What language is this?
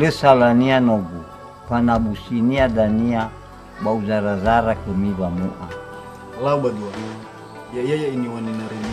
Nias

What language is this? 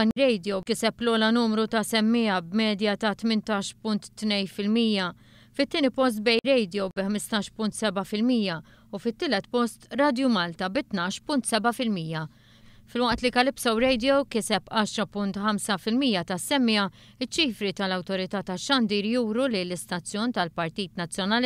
Maltese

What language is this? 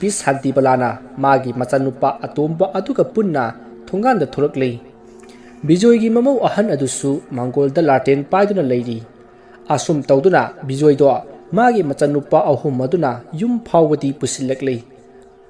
Manipuri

